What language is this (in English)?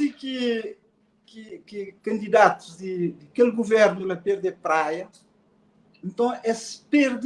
Kabuverdianu